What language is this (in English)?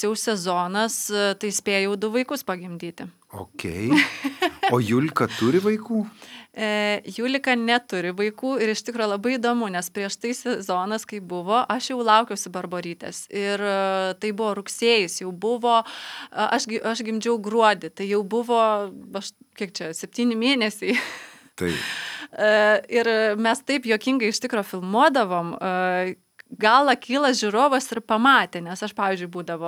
Lithuanian